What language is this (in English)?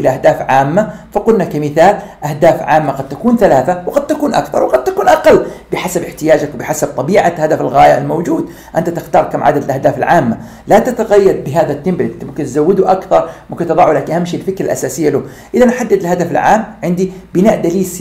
Arabic